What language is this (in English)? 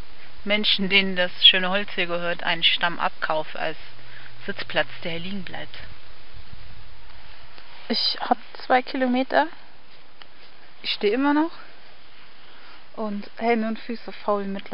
German